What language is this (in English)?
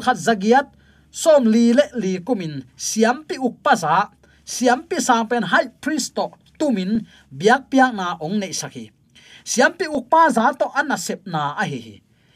Tedim Chin